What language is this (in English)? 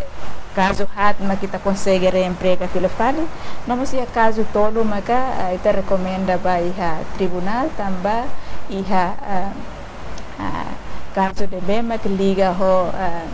Tetum